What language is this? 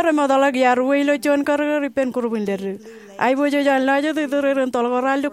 Marshallese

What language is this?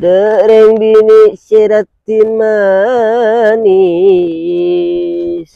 Madurese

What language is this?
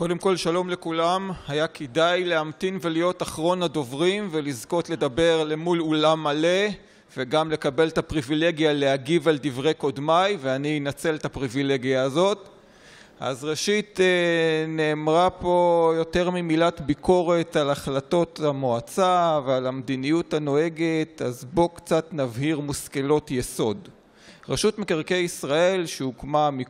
Hebrew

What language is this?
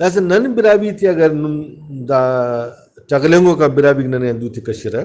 Brahui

